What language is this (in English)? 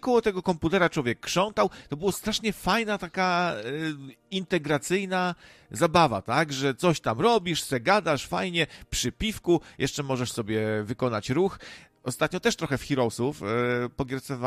Polish